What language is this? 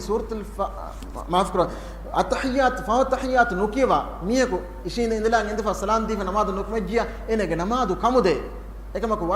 Divehi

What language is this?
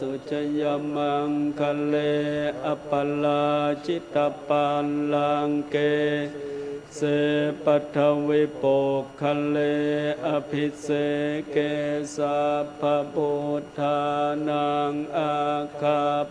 Pali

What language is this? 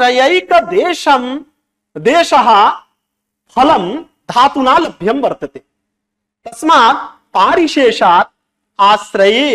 Sanskrit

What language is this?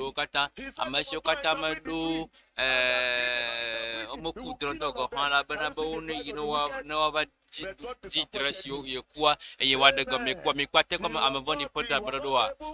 Ewe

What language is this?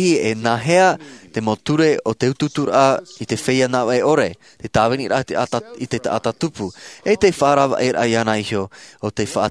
Tahitian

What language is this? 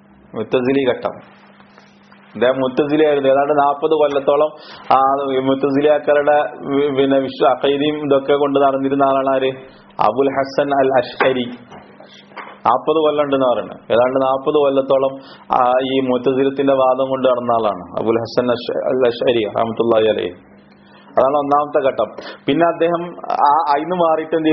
Malayalam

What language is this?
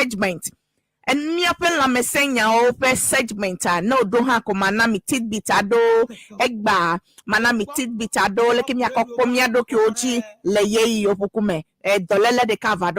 Ewe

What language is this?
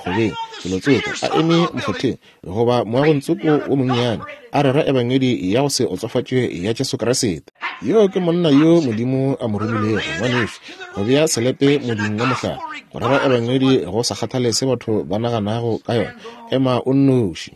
Northern Sotho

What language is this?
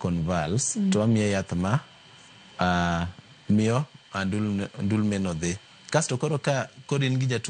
Luo (Kenya and Tanzania)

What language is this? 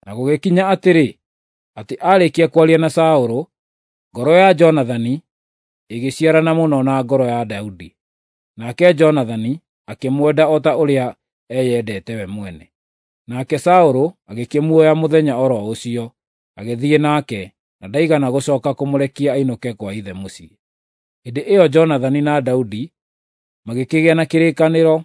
Kikuyu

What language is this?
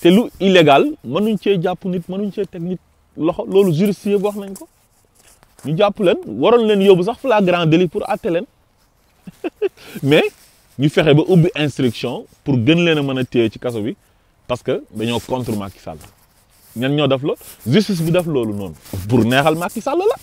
Wolof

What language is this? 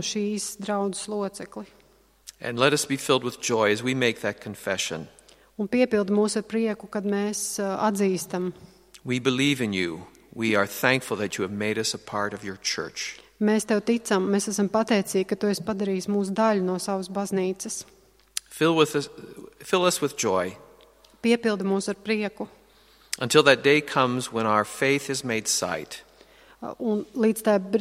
Latvian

